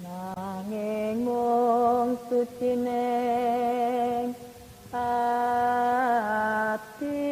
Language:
Javanese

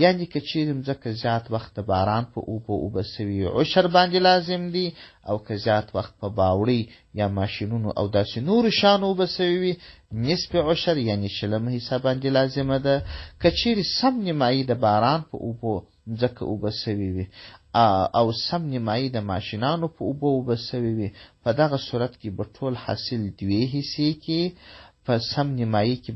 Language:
Pashto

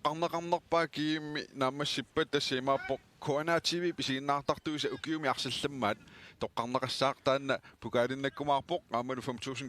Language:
Kalaallisut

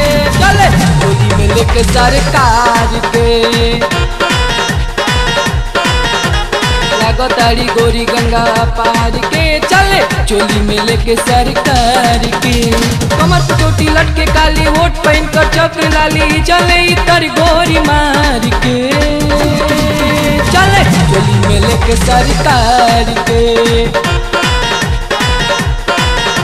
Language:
Bhojpuri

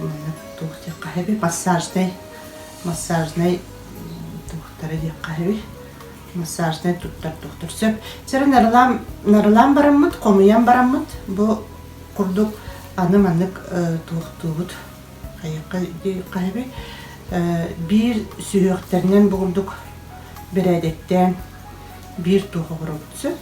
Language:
Yakut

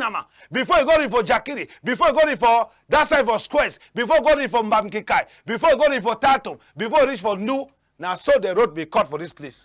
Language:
Cameroon Pidgin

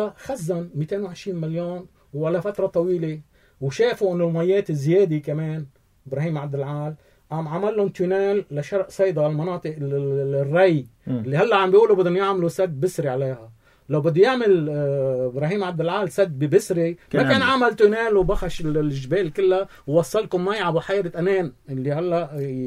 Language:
North Levantine Arabic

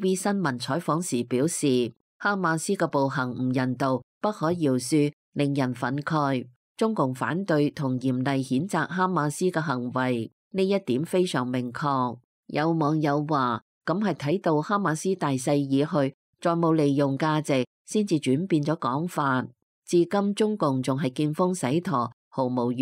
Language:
Cantonese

